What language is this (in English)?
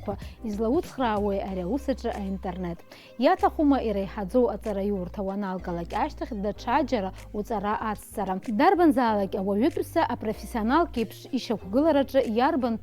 Abkhazian